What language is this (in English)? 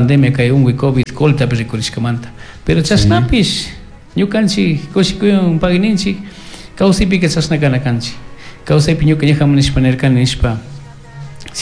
Chimborazo Highland Quichua